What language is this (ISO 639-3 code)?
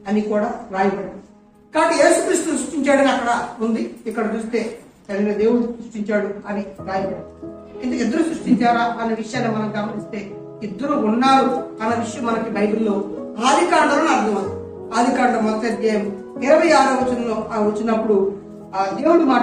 tel